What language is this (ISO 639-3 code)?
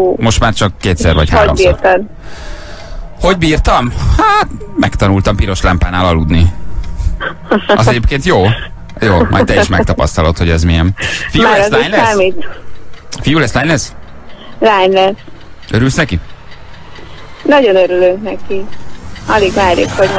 hun